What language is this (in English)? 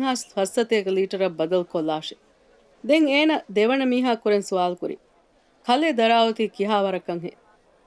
Divehi